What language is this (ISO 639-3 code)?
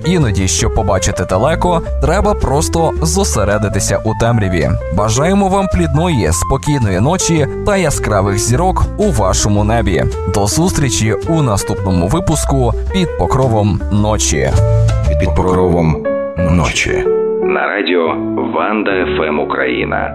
ukr